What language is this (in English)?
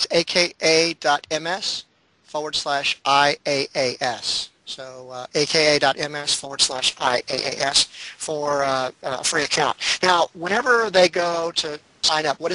English